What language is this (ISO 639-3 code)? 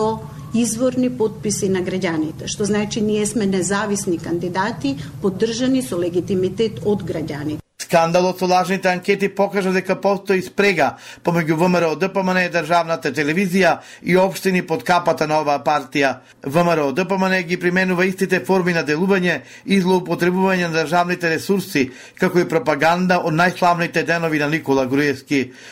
mkd